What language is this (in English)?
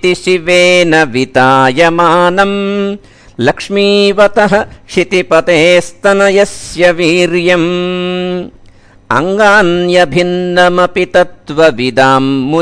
Sanskrit